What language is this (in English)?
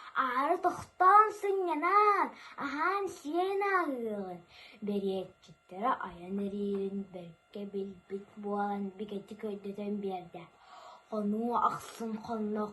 Yakut